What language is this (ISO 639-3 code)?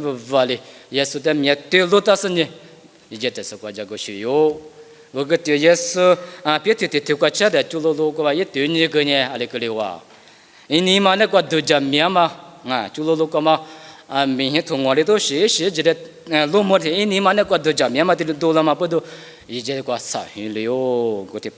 lis